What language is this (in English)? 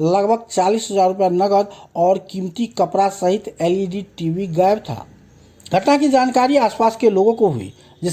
Maithili